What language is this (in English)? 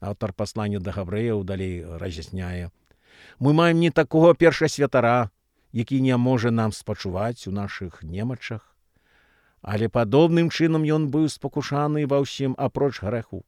Belarusian